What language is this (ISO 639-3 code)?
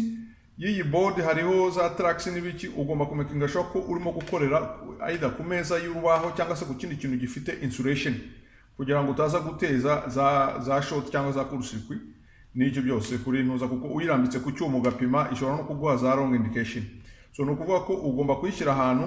kin